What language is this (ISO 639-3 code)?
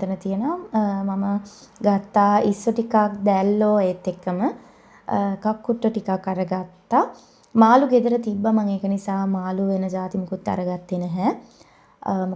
sin